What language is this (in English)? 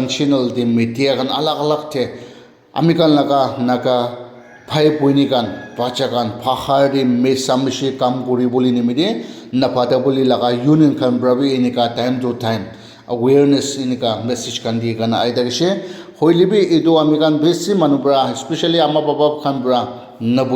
Naga Pidgin